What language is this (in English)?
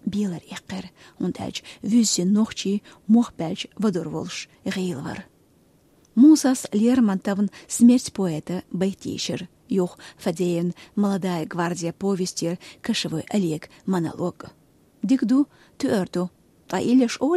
Chechen